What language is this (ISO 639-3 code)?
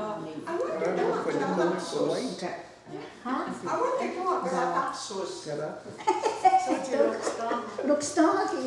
moh